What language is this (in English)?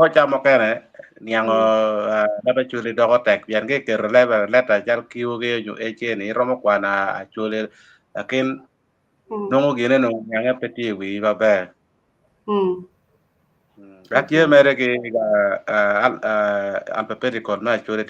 Acoli